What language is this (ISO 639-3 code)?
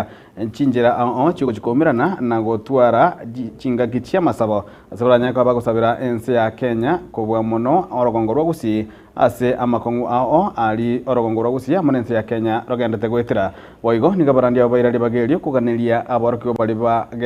guz